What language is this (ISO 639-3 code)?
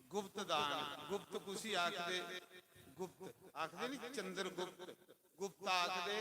doi